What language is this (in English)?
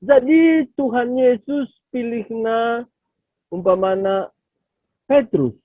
Batak Karo